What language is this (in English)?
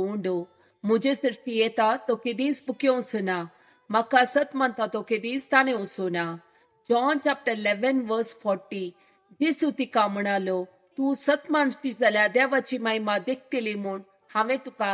Konkani